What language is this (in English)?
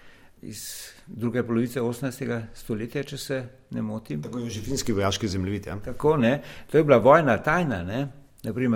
Slovenian